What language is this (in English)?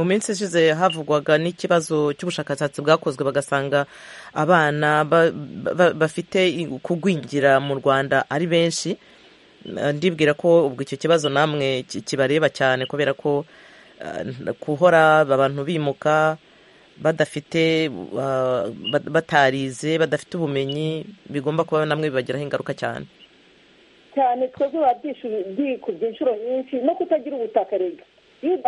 Kinyarwanda